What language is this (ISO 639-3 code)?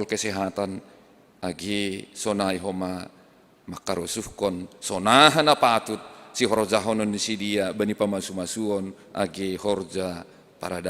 bts